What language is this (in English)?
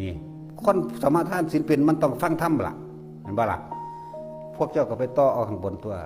Northeastern Thai